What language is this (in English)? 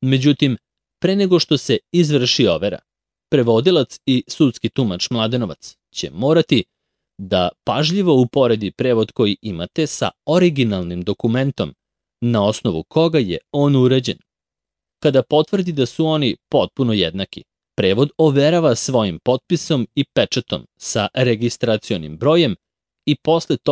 Serbian